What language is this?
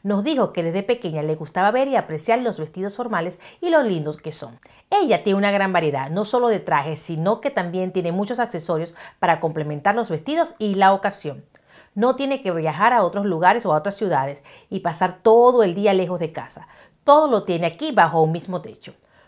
Spanish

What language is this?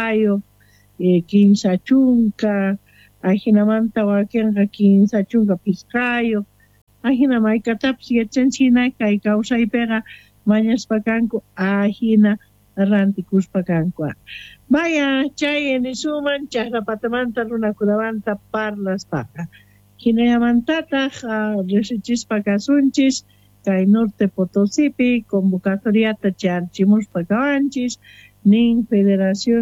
Quechua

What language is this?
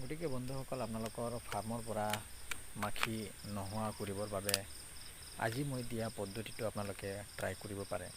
Assamese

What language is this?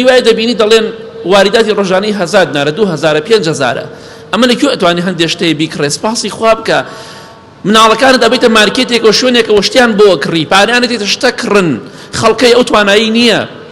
Central Kurdish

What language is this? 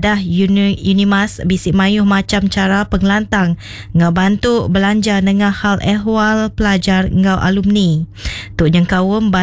Iban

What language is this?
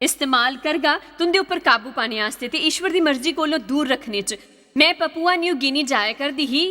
Dogri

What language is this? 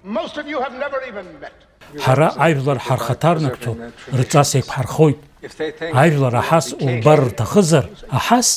Abkhazian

